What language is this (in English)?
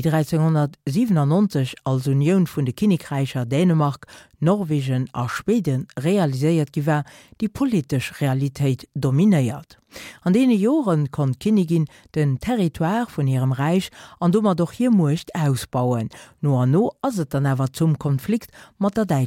Luxembourgish